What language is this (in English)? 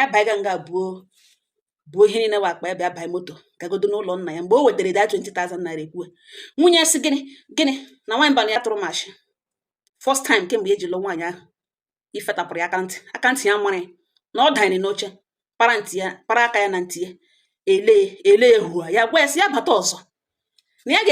Igbo